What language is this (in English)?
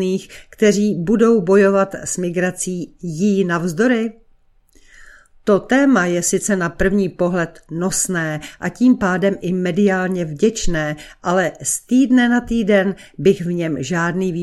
Czech